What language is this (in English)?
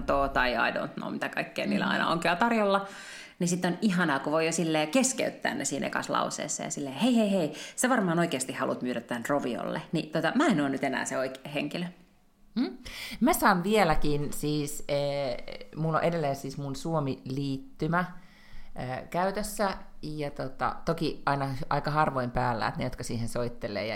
Finnish